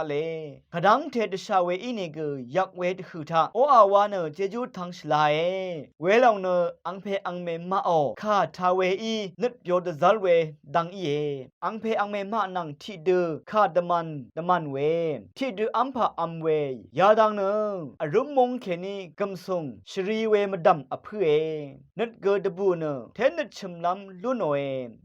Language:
Rawang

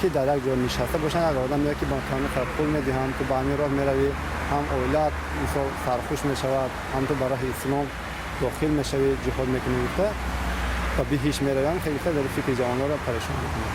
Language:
Tajik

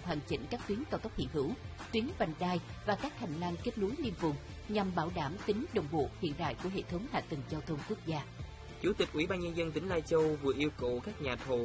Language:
Vietnamese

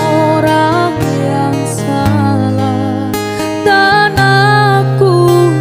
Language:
Indonesian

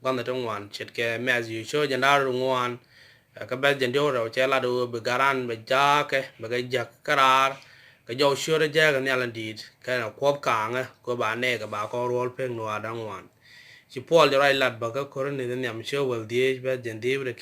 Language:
Nuer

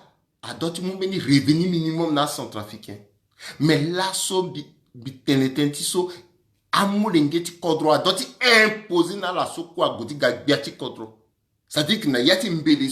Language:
Sango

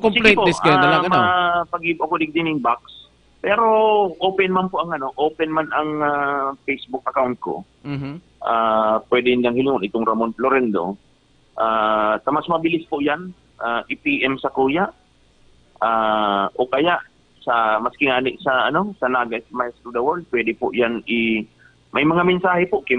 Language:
Bikol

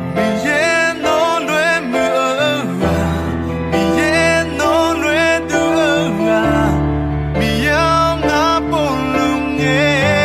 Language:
Akha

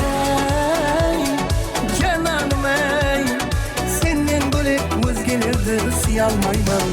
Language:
Kara-Kalpak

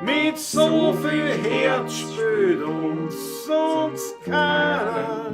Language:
Bavarian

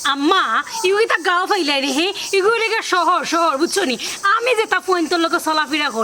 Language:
Sylheti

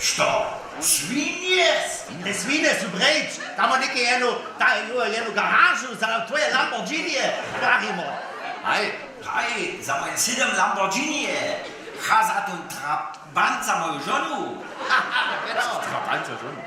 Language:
Upper Sorbian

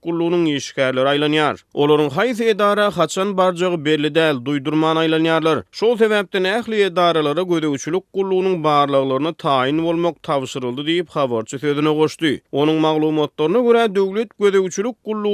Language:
Turkmen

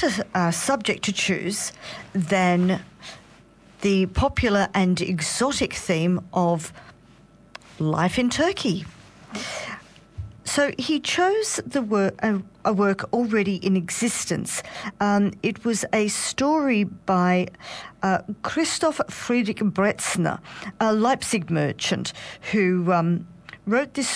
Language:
English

